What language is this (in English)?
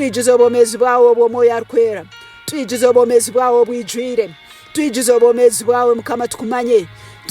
Tooro